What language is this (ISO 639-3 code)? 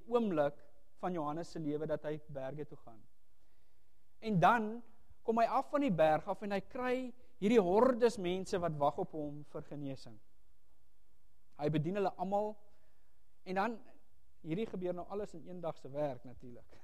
afr